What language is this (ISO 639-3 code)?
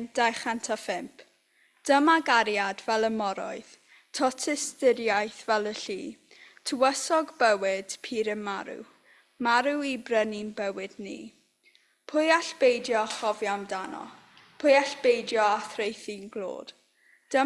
cym